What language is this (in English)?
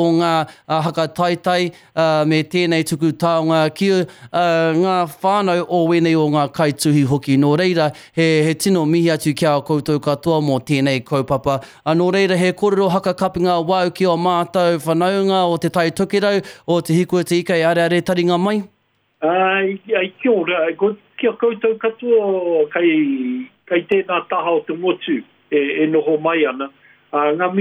Māori